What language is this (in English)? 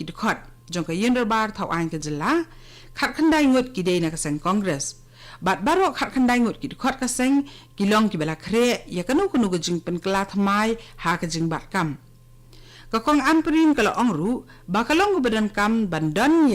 Khasi